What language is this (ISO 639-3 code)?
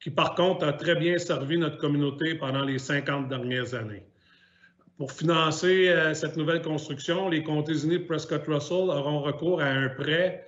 fra